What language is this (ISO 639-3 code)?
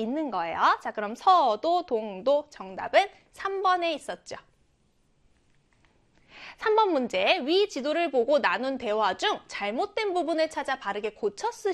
kor